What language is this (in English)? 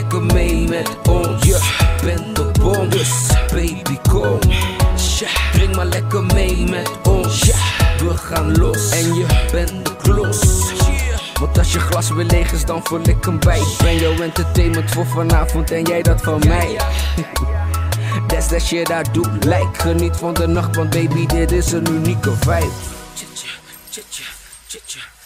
Dutch